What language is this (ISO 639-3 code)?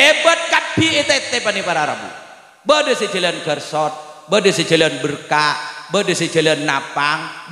mad